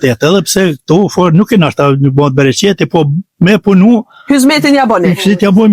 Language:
Albanian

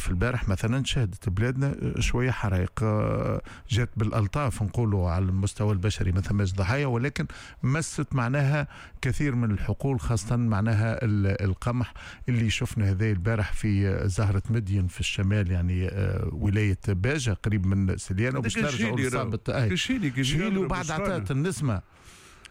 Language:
Tunisian Arabic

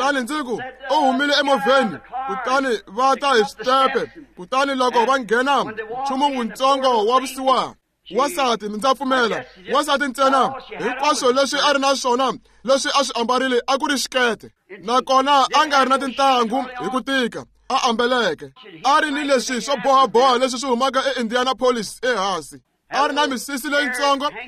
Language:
Tsonga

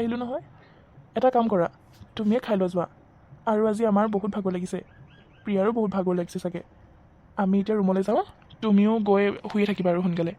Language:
Assamese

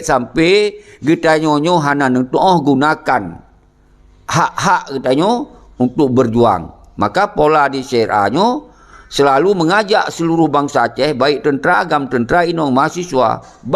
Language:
Achinese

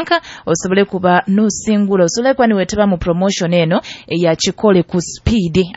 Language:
Nyoro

